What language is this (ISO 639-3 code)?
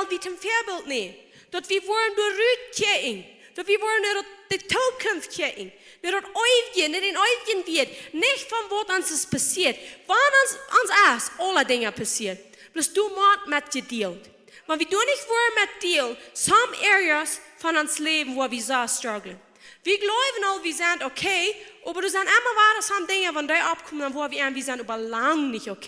pdt